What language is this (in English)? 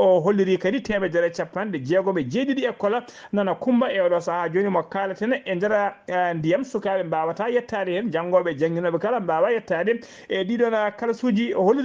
Fula